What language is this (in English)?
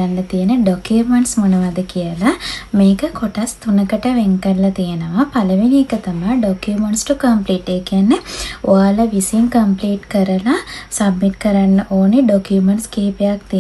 Sinhala